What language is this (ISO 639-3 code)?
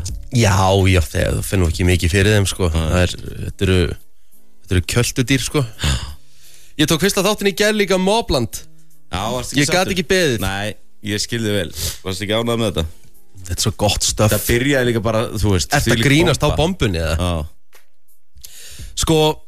isl